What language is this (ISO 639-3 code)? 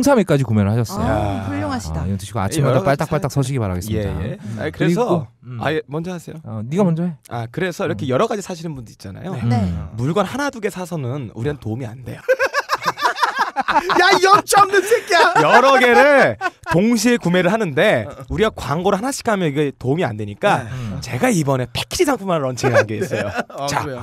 kor